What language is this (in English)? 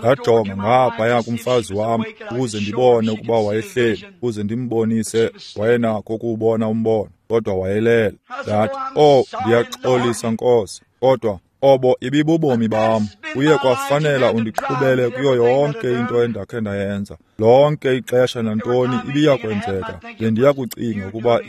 Xhosa